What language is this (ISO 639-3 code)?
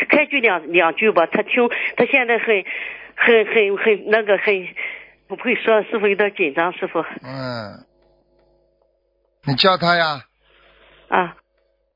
zho